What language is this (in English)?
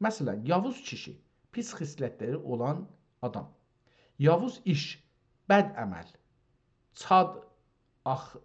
South Azerbaijani